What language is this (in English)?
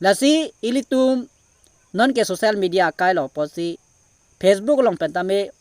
Karbi